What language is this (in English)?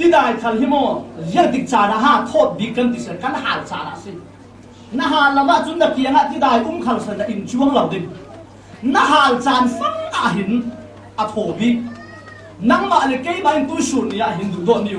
Falam Chin